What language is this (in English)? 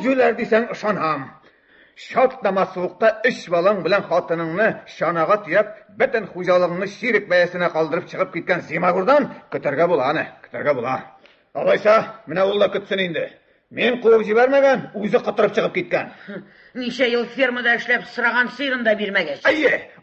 Tatar